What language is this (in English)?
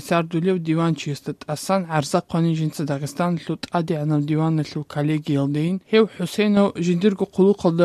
Avaric